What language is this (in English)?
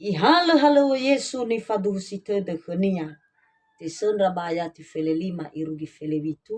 Nias